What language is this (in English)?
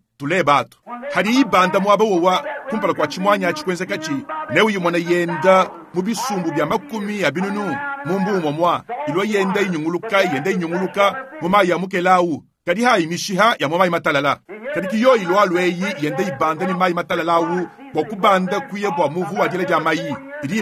Luba-Lulua